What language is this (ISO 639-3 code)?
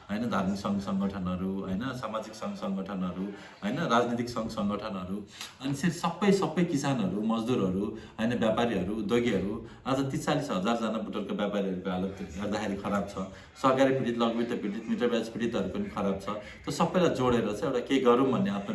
nep